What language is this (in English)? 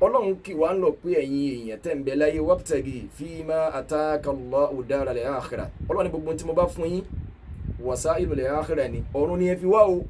Yoruba